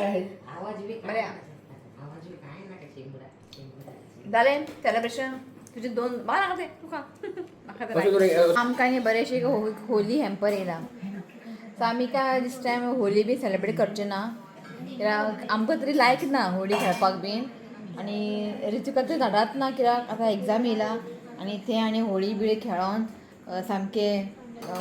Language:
Konkani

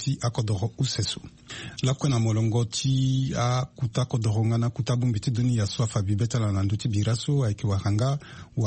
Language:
Sango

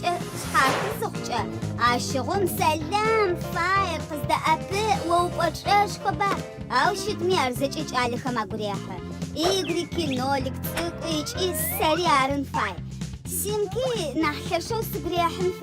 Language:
Adyghe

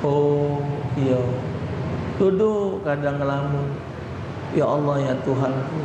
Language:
Musi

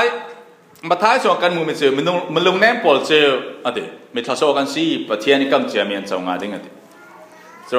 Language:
Falam Chin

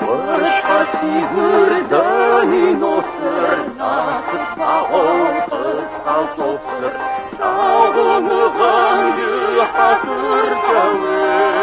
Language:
Kabardian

